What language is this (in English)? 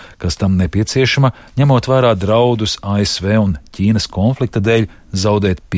Latvian